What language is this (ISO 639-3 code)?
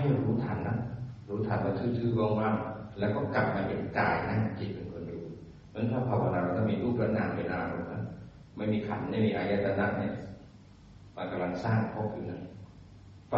tha